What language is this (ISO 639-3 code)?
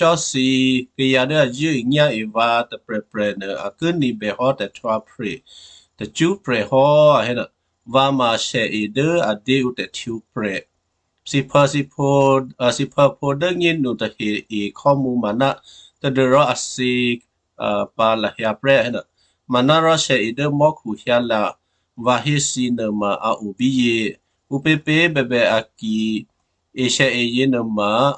kyu